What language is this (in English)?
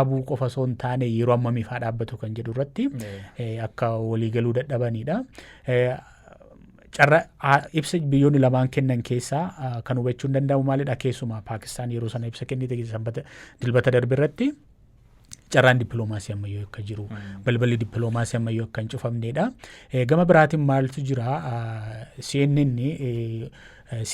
Oromo